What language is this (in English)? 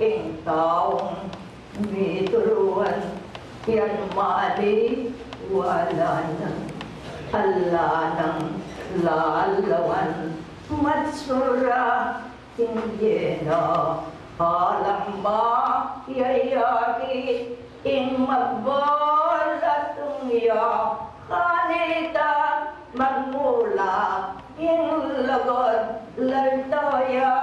Pampanga